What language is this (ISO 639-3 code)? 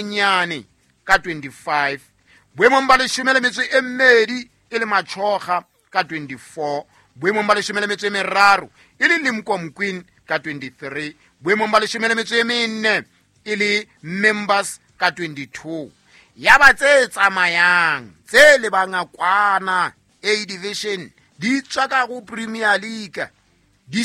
sot